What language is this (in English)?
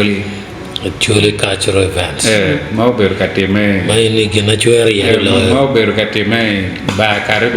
Acoli